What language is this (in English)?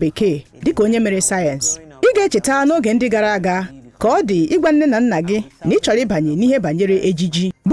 Igbo